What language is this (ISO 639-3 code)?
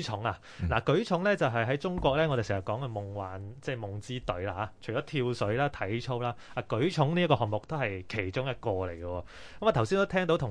yue